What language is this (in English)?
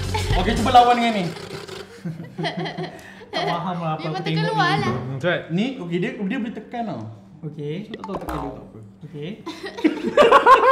Malay